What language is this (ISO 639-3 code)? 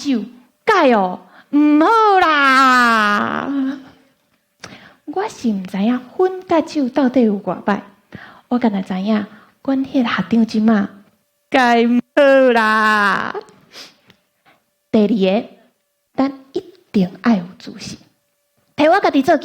nan